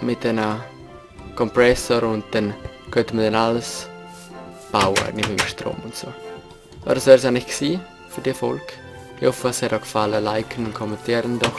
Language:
Swiss German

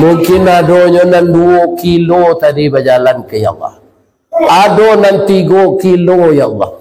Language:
Minangkabau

